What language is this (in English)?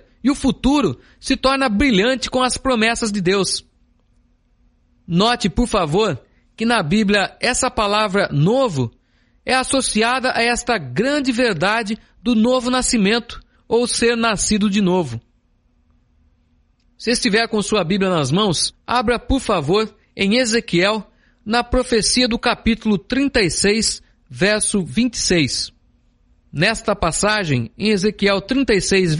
Portuguese